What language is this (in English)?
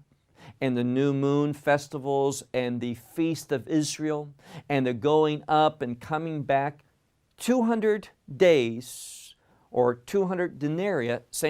English